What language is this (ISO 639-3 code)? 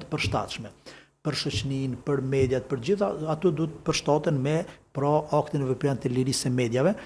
sqi